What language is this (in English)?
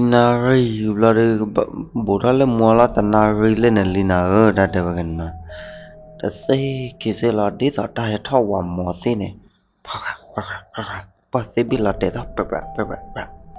S'gaw Karen